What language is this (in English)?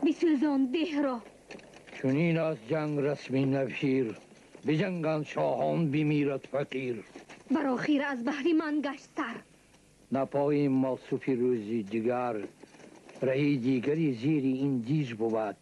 Tajik